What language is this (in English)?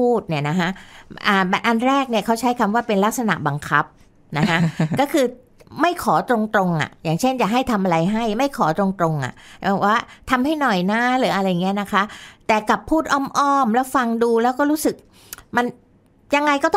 Thai